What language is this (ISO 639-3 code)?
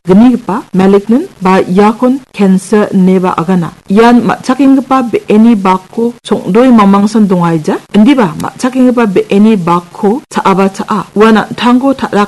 grt